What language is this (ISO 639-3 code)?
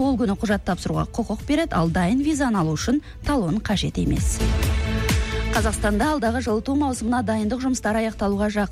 kaz